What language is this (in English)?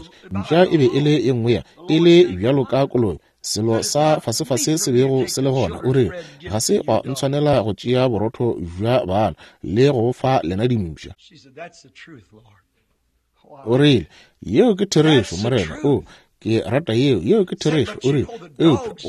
Northern Sotho